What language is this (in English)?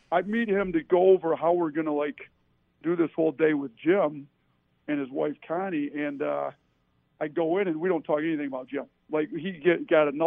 English